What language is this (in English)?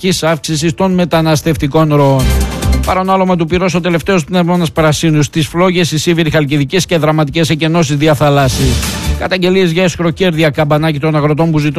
Greek